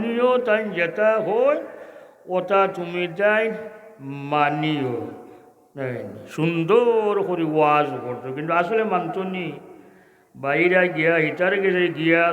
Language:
Sylheti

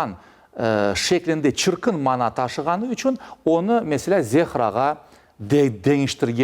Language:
Crimean Tatar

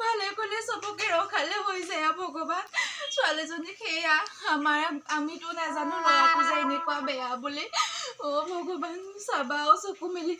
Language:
Assamese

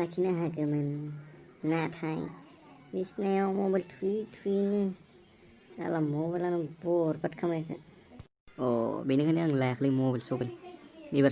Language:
Bodo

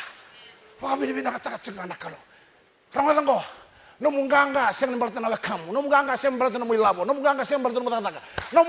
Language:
Fijian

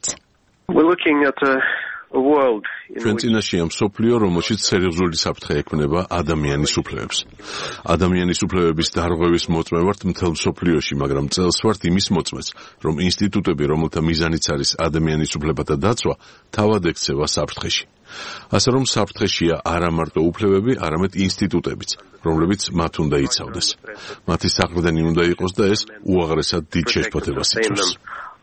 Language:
Georgian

